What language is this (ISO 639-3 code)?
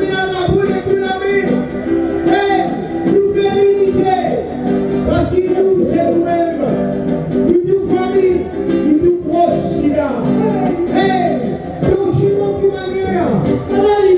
mfe